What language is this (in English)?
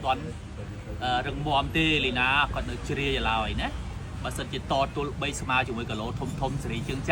Khmer